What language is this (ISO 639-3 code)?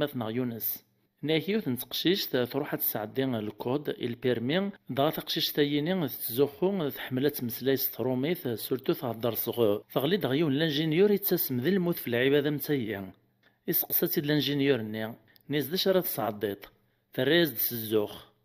kab